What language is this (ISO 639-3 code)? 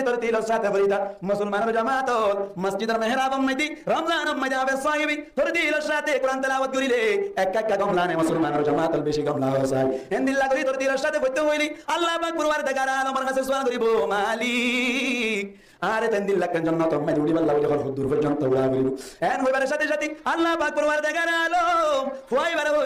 rhg